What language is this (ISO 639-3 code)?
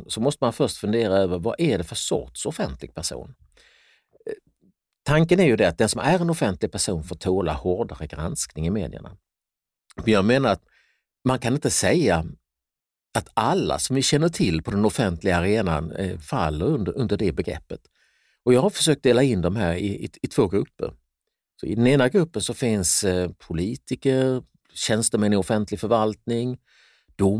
swe